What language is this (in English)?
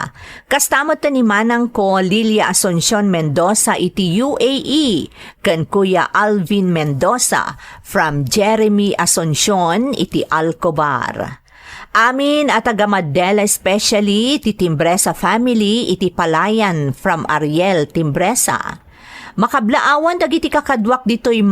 Iloko